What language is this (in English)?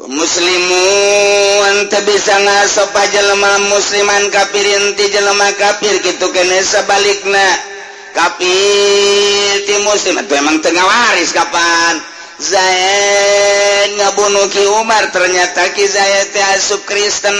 Sundanese